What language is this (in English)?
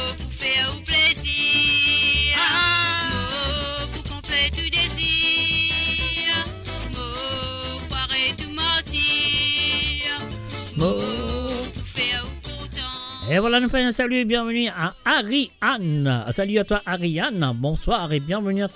Morisyen